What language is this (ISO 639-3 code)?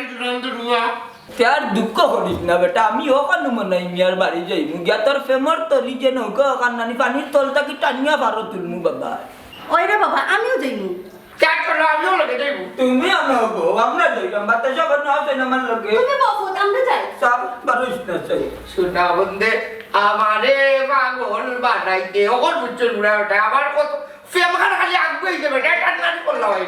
syl